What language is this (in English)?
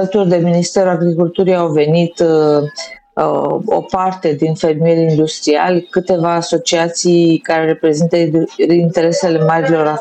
Romanian